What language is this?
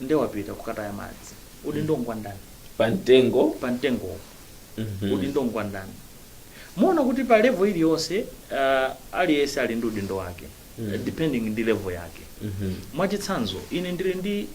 Nyanja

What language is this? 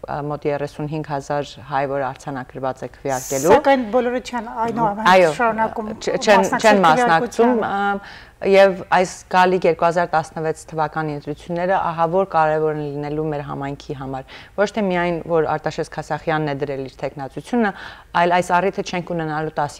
Western Armenian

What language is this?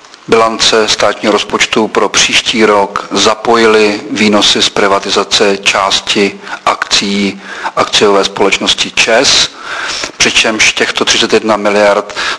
Czech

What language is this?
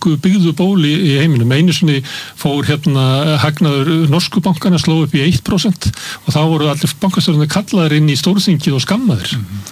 Icelandic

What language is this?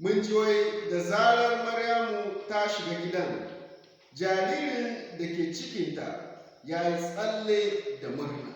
Hausa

